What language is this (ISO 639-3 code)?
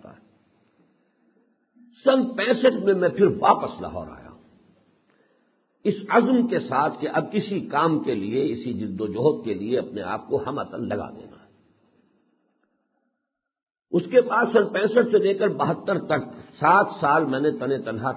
urd